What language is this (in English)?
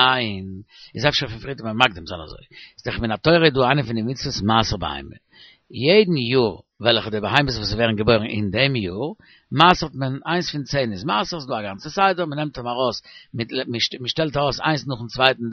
Yiddish